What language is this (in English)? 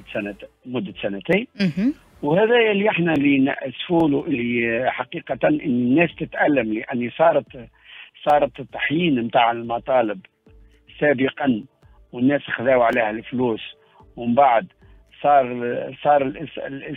Tunisian Arabic